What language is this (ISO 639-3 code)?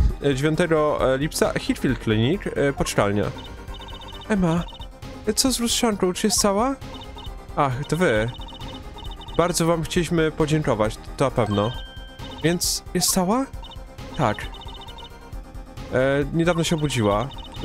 pol